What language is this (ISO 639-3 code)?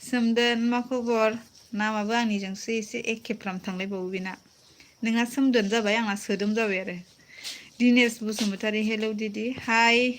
brx